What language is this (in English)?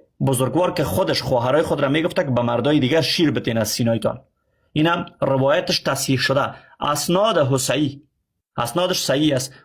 Persian